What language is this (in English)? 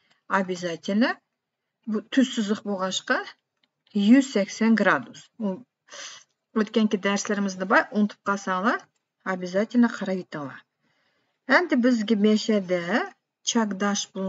Uyghur